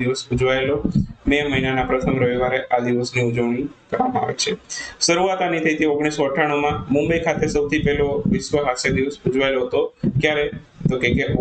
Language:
Gujarati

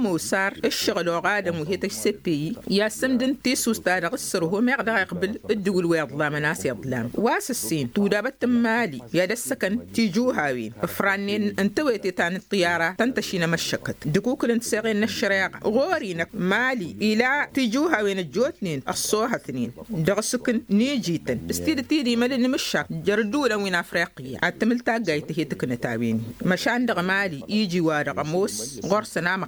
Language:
Tamasheq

